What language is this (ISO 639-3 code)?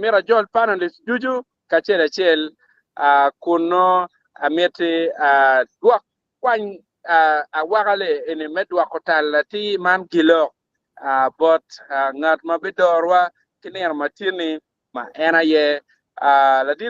ach